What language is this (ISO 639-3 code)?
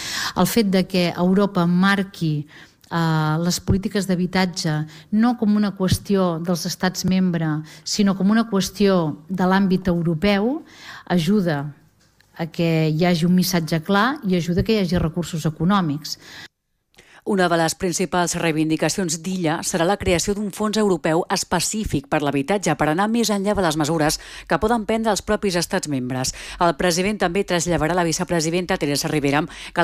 cat